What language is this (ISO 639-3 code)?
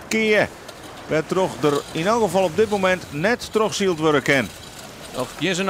fry